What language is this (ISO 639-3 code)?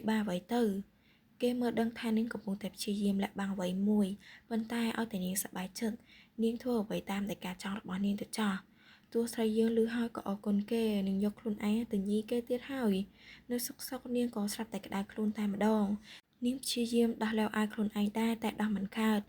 khm